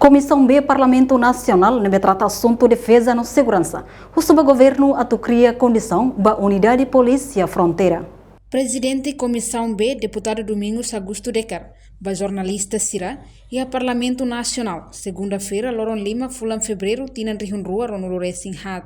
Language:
Tetum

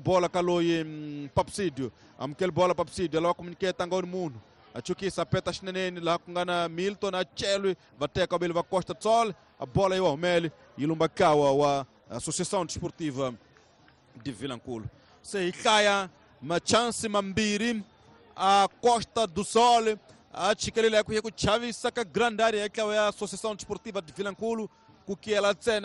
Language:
Tsonga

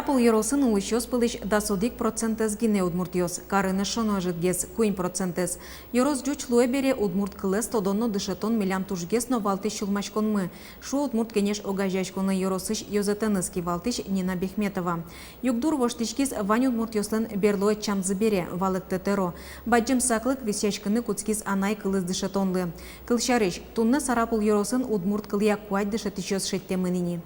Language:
Udmurt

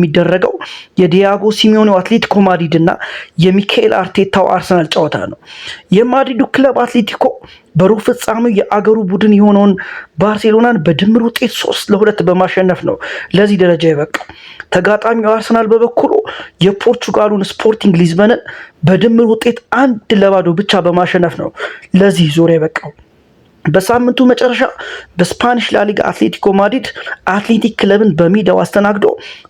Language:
Amharic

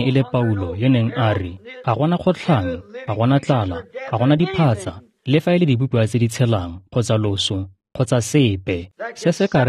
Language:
Tswana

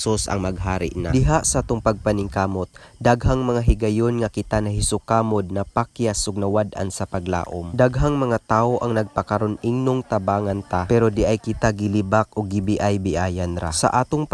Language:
Cebuano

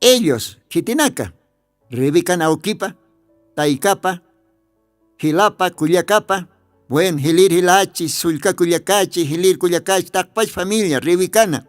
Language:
Aymara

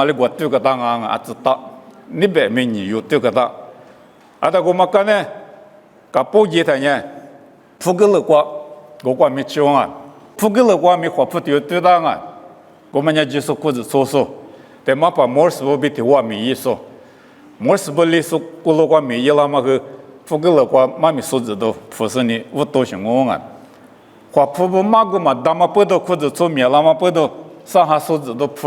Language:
Lisu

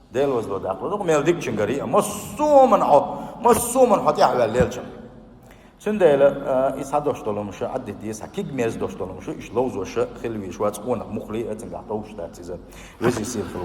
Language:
Chechen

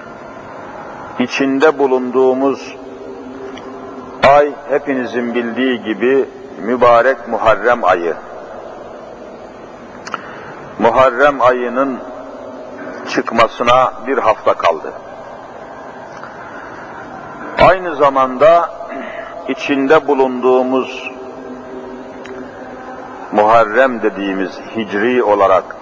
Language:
Turkish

